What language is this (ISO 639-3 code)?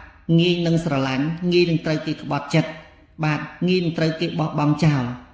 khm